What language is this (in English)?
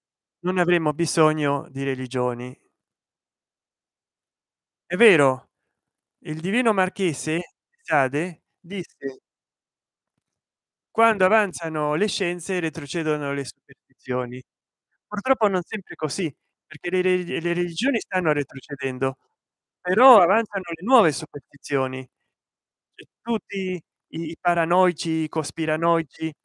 Italian